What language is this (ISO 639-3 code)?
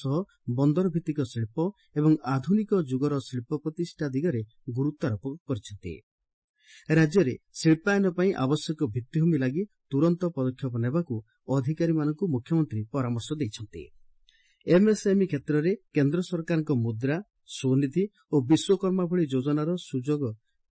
ori